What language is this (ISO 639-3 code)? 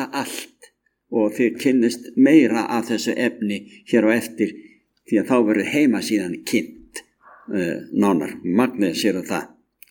isl